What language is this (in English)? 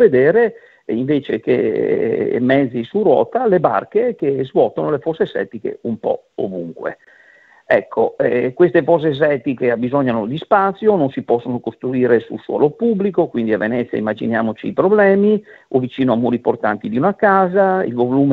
Italian